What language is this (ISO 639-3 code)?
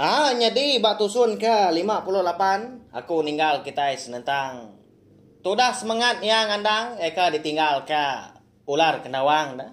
iba